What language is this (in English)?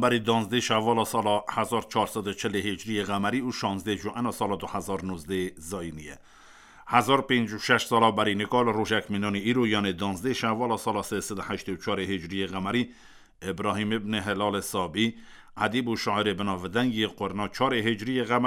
Kurdish